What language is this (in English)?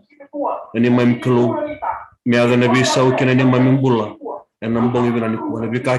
Fijian